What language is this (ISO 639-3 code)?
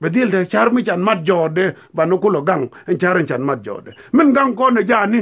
nus